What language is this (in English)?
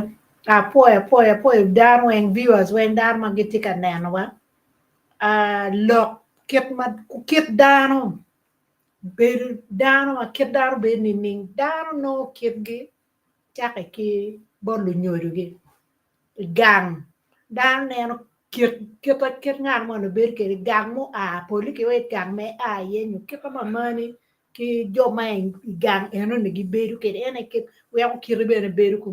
Acoli